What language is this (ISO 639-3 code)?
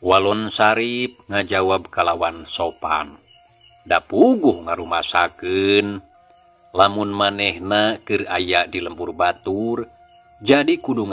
sun